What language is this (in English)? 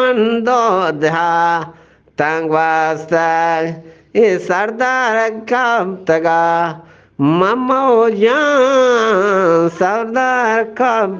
Eastern Balochi